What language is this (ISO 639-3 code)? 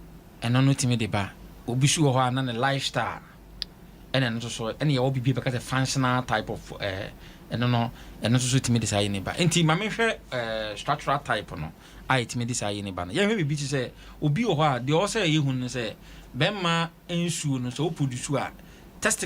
aka